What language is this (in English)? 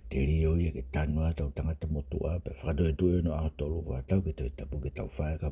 Tongan